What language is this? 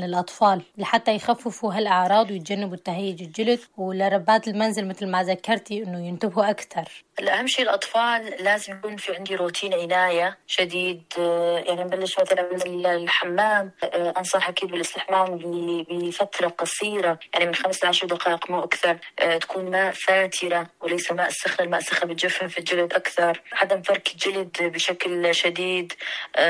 North Levantine Arabic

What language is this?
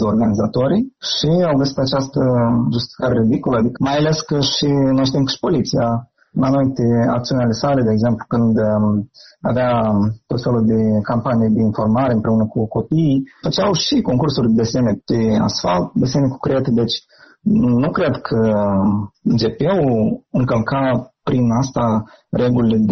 Romanian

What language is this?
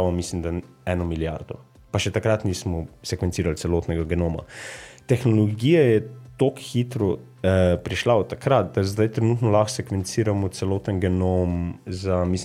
Slovenian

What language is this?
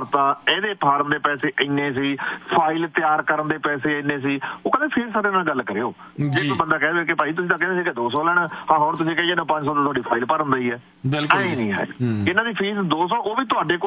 Punjabi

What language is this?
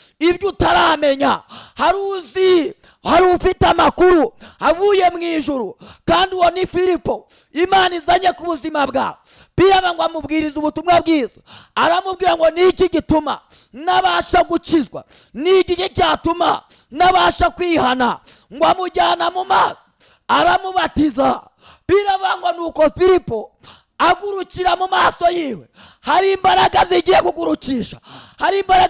Kinyarwanda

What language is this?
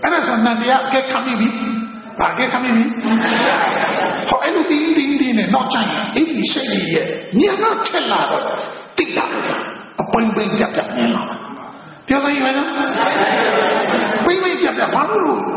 Burmese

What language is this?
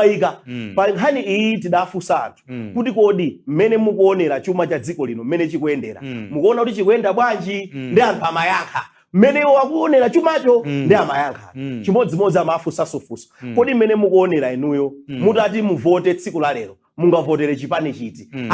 Nyanja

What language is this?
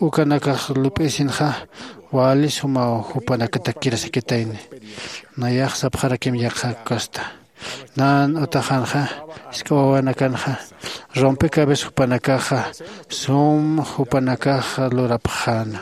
Aymara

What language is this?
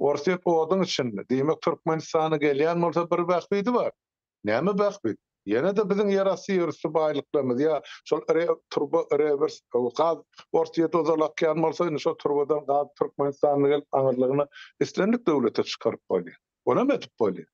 Turkmen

